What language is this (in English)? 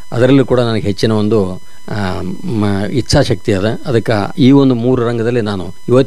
Kannada